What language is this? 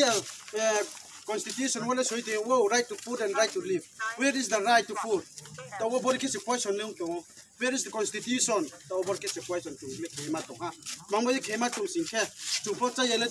Riang (India)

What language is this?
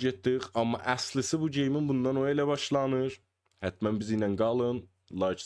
South Azerbaijani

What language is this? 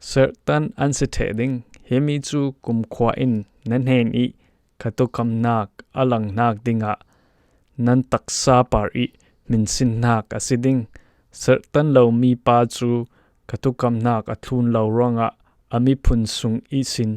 Falam Chin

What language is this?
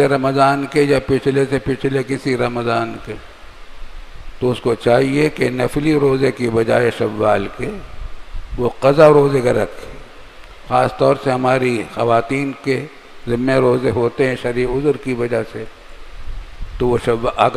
Urdu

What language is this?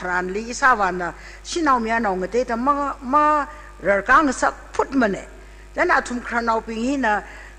Tangkhul Naga (India)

